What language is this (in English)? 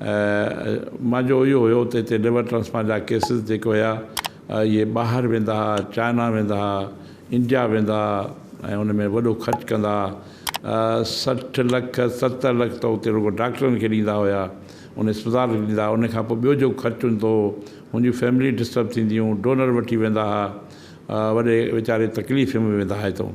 Sindhi